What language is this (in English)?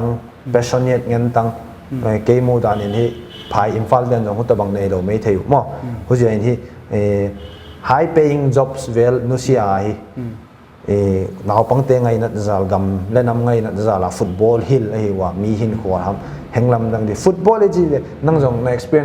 Paite Chin